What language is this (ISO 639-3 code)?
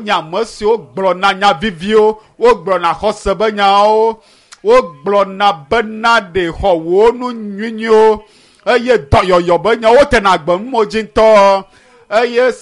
ewe